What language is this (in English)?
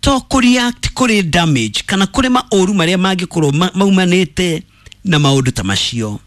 Kikuyu